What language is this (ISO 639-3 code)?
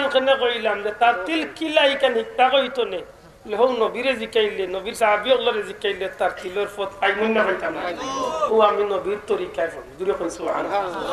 syl